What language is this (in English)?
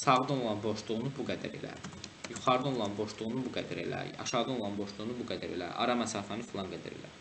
Azerbaijani